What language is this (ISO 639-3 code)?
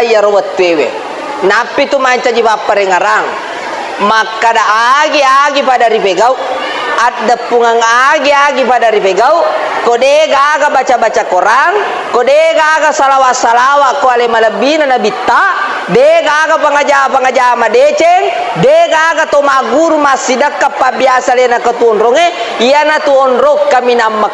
bug